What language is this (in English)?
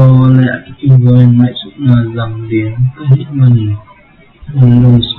Tedim Chin